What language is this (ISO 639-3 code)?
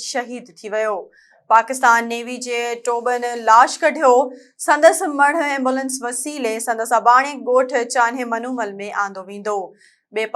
snd